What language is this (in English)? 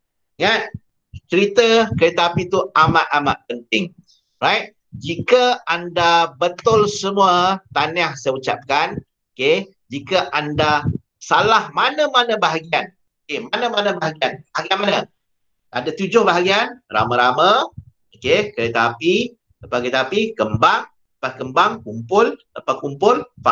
Malay